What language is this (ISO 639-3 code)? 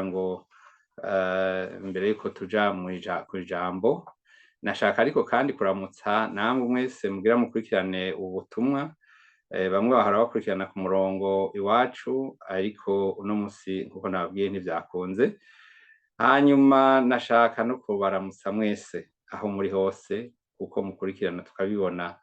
run